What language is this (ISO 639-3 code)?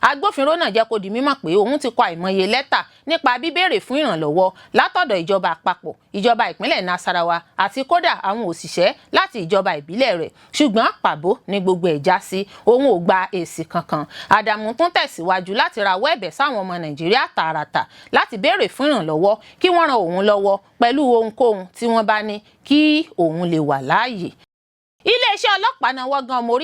yor